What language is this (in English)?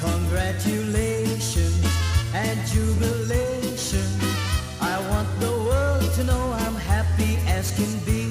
Konkani